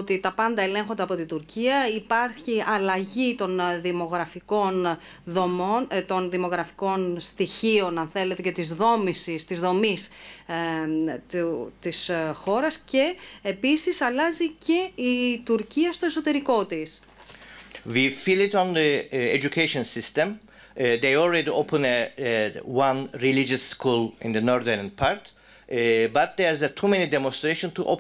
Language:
Greek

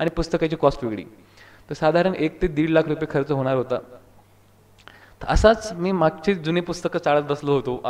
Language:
Marathi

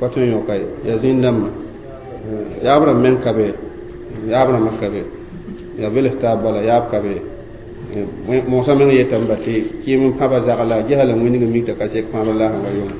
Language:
Mossi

